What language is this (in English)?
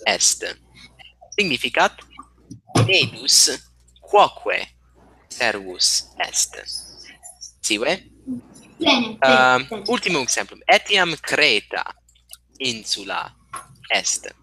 Latin